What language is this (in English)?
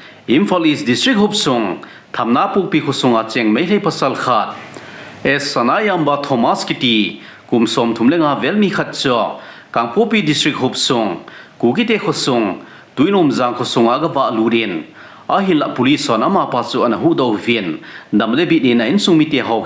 Thado Chin